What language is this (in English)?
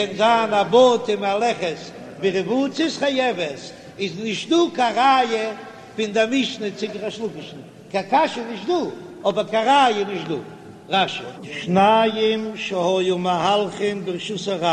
Yiddish